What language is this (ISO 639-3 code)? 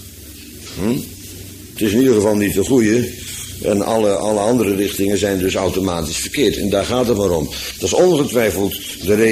nld